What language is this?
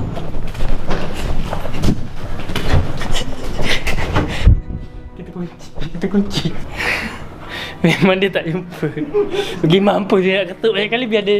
Malay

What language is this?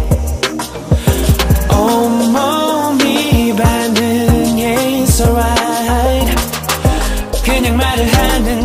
Korean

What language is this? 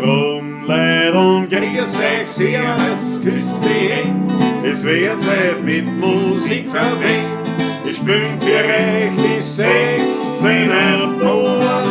Bavarian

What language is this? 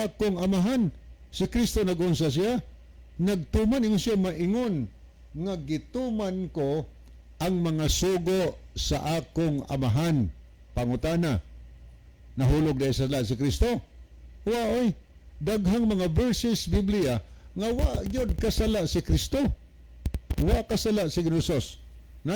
Cebuano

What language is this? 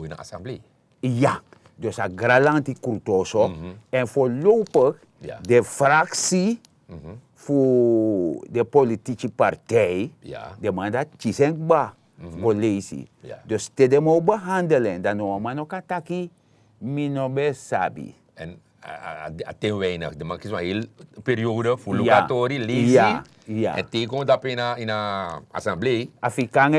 Sranan Tongo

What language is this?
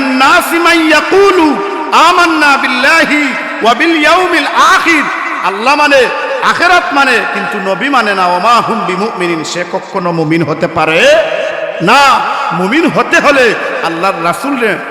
Sylheti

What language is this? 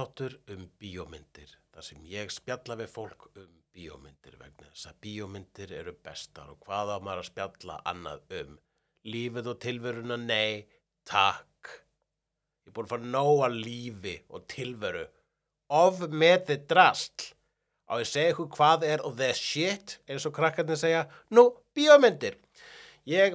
Icelandic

